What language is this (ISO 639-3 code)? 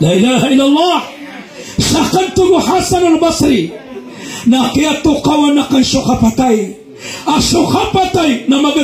mrw